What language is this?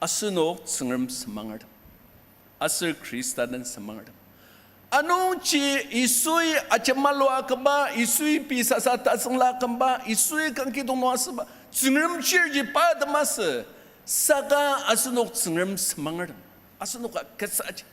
Ao Naga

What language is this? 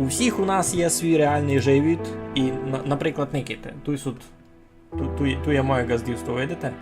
Rusyn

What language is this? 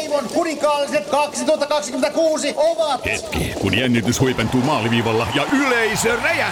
Finnish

